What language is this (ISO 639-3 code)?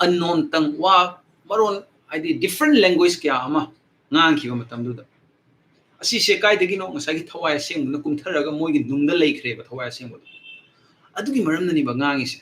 mni